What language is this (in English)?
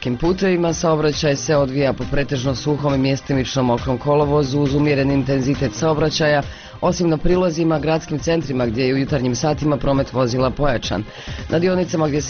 Bosnian